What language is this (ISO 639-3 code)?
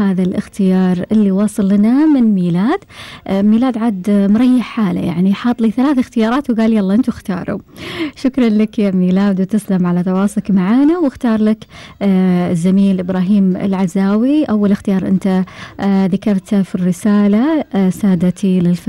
afb